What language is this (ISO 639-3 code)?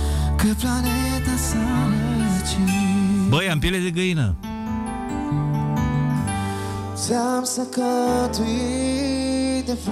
ron